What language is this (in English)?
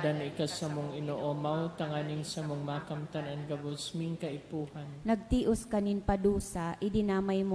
Bikol